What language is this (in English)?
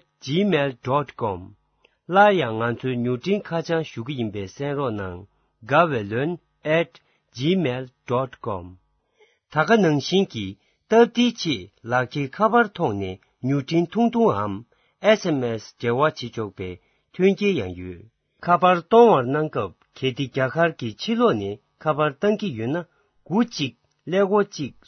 Tibetan